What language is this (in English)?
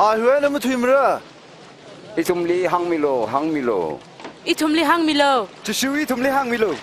Tangkhul Naga (India)